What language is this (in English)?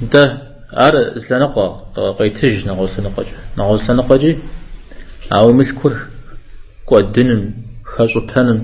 Kabardian